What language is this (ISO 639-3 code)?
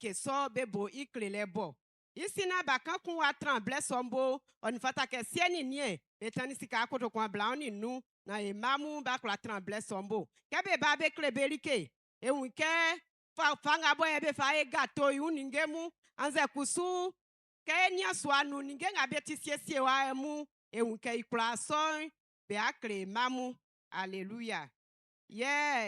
bci